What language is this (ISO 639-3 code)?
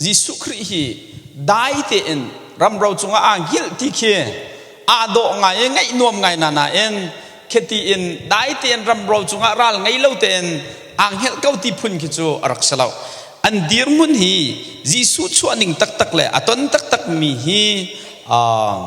cnh